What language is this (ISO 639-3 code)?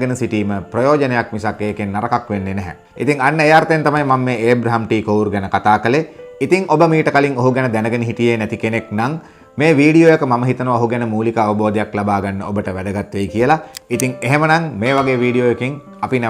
sin